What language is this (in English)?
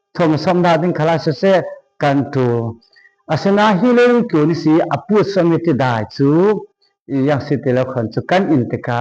Falam Chin